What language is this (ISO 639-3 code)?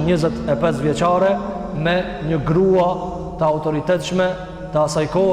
sqi